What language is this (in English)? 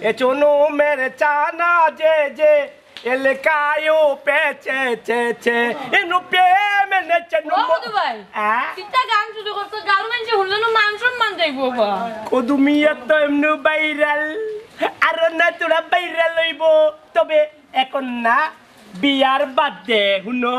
Sylheti